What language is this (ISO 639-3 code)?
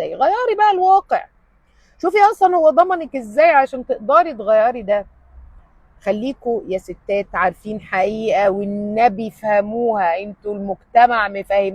arz